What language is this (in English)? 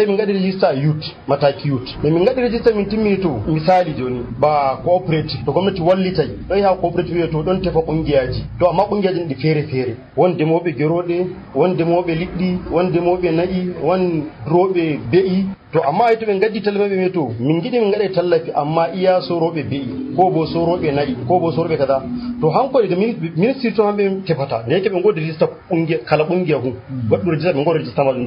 Nigerian Fulfulde